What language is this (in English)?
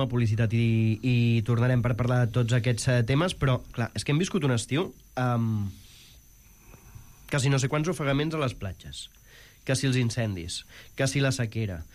Catalan